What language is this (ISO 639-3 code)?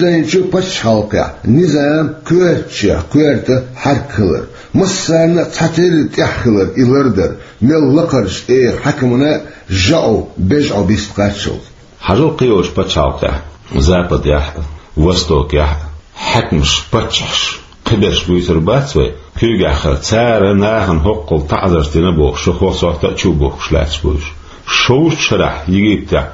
che